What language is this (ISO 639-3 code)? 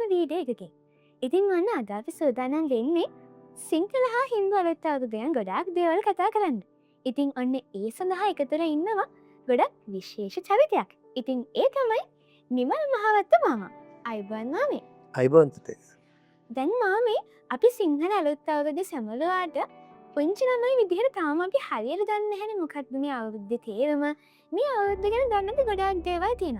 sin